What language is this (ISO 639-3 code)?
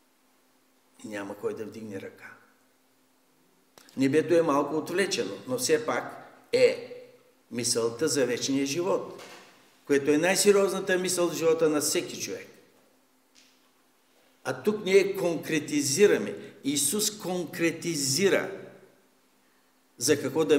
bul